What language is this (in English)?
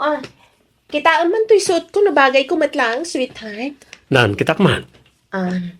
Iloko